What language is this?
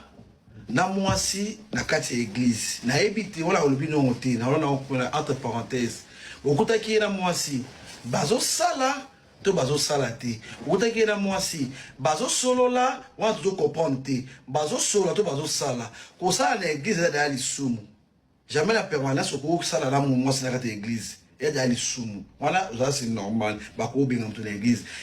Lingala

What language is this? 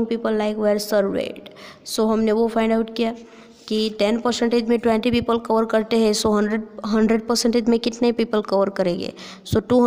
Hindi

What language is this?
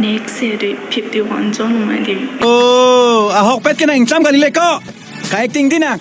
Karbi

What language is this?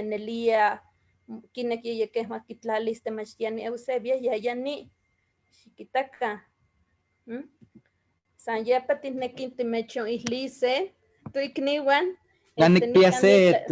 Eastern Huasteca Nahuatl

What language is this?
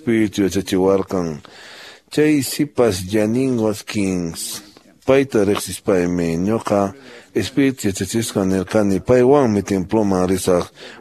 Quechua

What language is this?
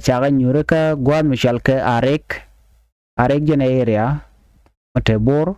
Nuer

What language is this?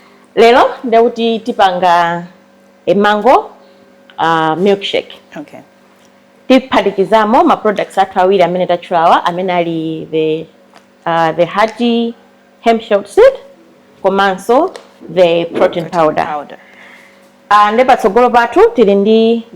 Nyanja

